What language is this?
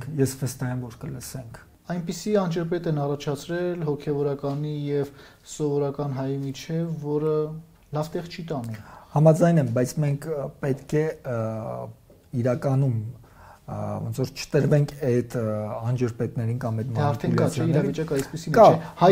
Armenian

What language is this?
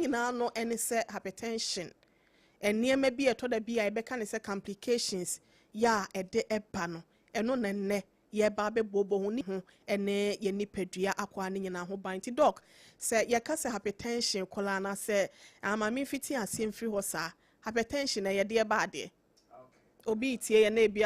Akan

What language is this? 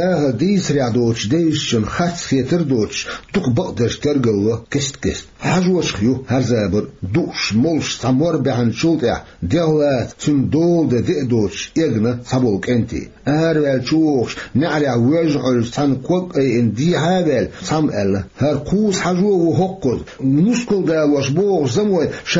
Chechen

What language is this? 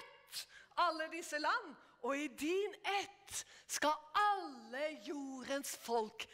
Norwegian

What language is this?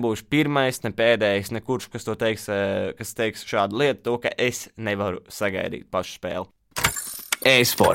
Latvian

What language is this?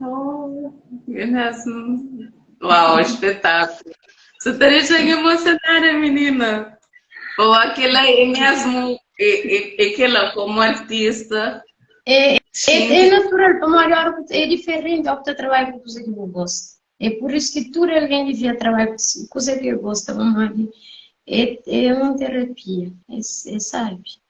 Kabuverdianu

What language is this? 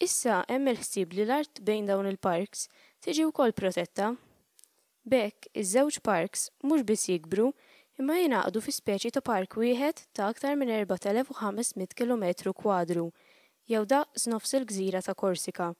Maltese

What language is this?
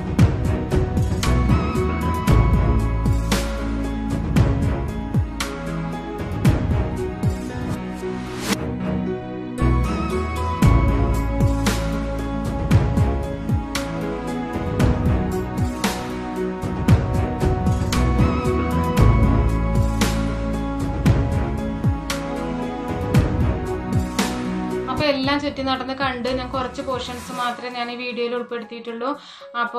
Malayalam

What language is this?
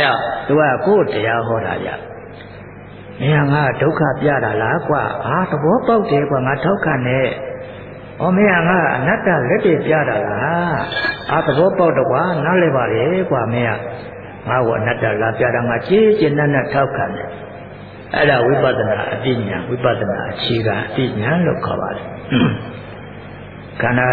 Burmese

